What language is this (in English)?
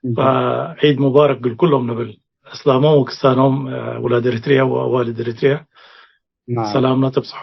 Tigre